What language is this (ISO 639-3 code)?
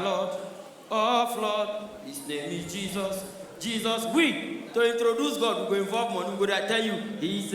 pcm